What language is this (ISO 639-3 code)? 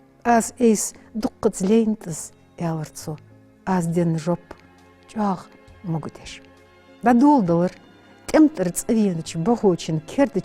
inh